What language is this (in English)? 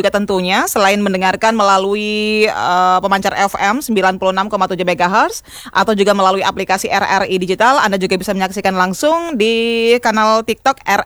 Indonesian